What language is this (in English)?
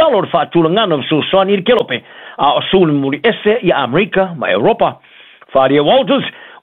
Samoan